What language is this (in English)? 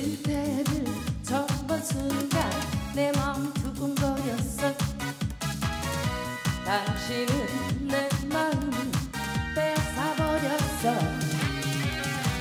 Korean